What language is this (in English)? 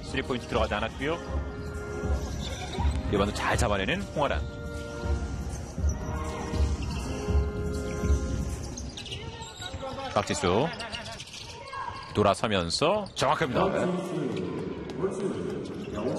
Korean